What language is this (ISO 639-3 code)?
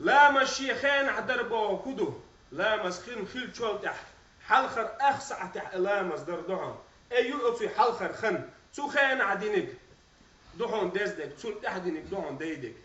che